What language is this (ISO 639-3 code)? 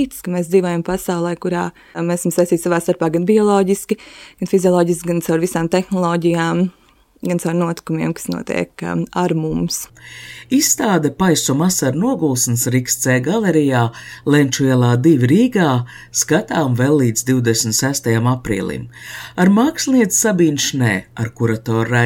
lav